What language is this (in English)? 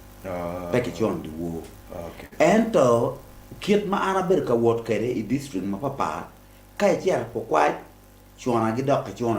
Acoli